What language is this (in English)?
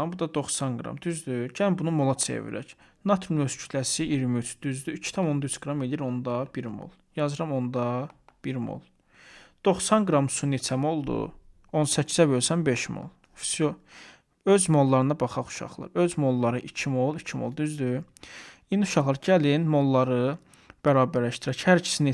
Azerbaijani